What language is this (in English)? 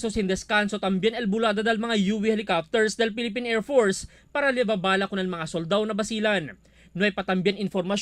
Chavacano